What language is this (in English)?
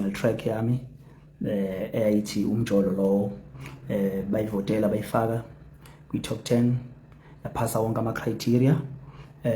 Zulu